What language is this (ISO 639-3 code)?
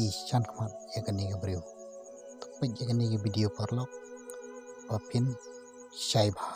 kha